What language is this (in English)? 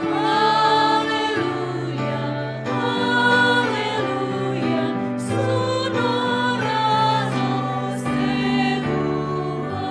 Nias